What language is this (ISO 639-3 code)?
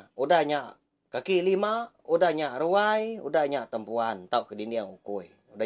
iba